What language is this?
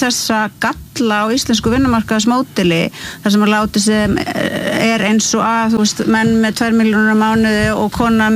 Icelandic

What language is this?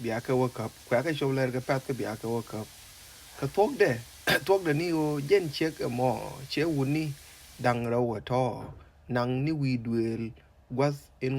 Nuer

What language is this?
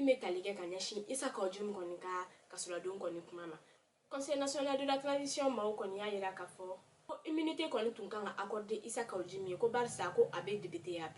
Bambara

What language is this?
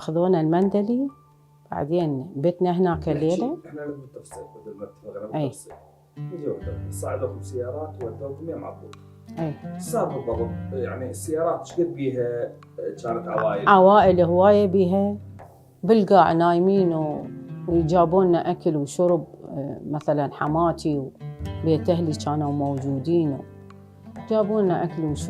Mesopotamian Arabic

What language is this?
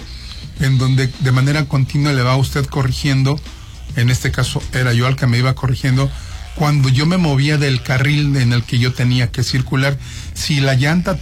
Spanish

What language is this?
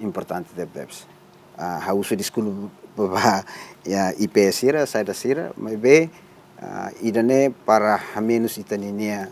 Tetum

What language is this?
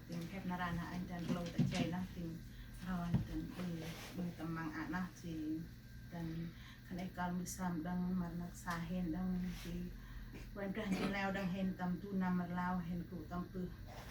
Central Mnong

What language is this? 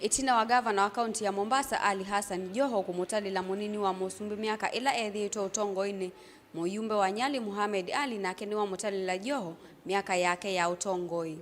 Kamba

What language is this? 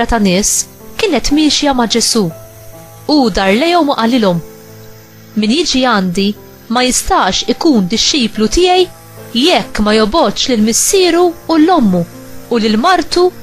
Maltese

